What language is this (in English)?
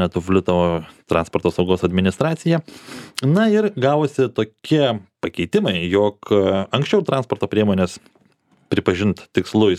Lithuanian